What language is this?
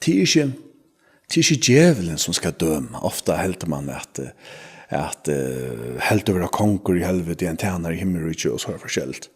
Faroese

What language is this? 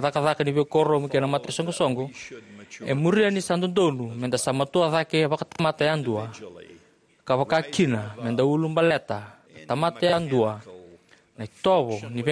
Fijian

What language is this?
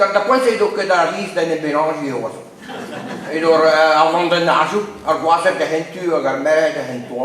Breton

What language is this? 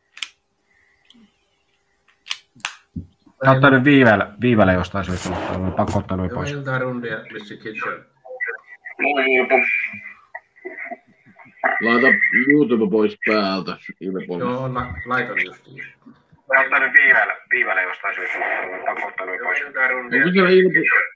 Finnish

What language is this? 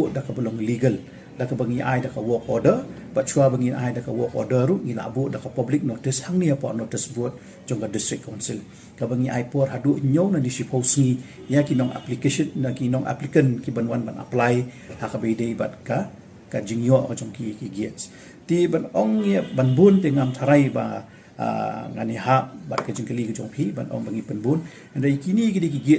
Khasi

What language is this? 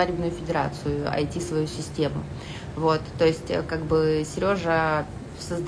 Russian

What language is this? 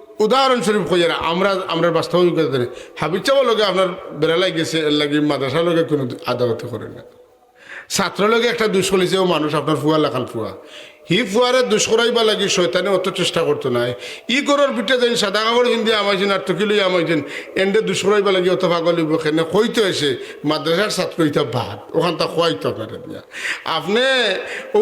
Sylheti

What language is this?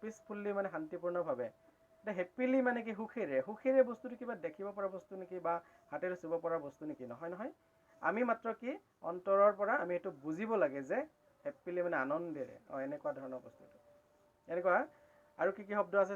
Assamese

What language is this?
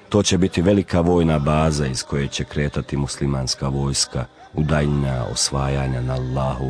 Croatian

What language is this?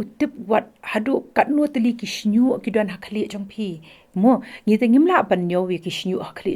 Khasi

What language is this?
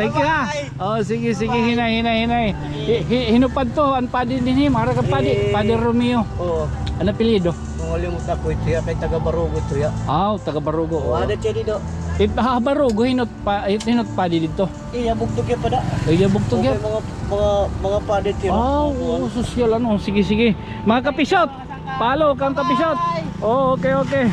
Waray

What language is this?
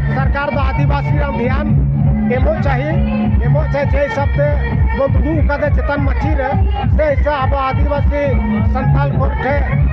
Santali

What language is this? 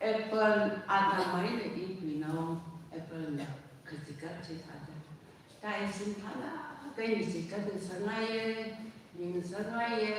Tangkhul Naga (India)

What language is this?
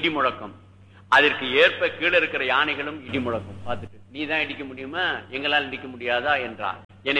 Tamil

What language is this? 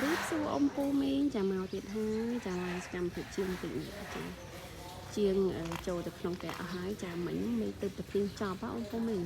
Khmer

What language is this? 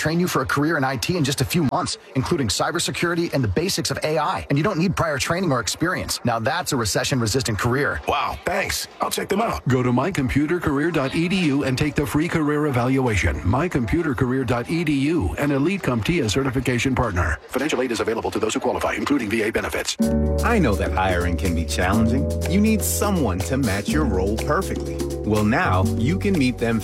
English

